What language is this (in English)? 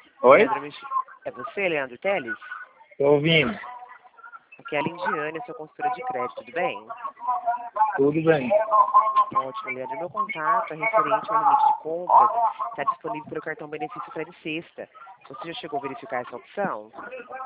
Portuguese